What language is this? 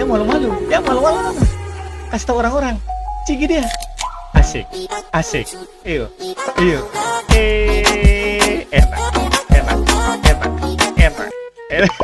Ambonese Malay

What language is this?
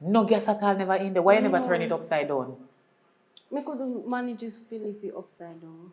Jamaican Creole English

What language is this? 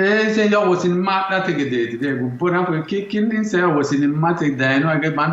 Sidamo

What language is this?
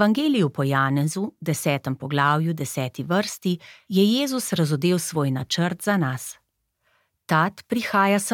Slovenian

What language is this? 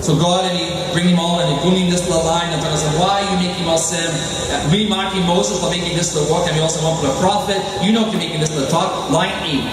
Tok Pisin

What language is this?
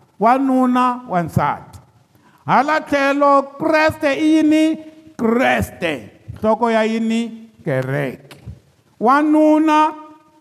Tsonga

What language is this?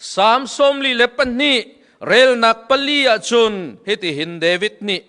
Hakha Chin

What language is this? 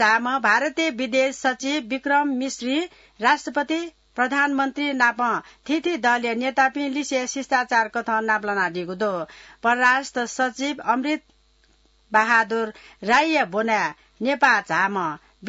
Newari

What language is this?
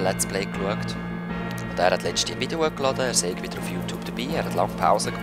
Swiss German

